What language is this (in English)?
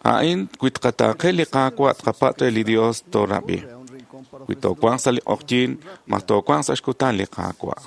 Kekchí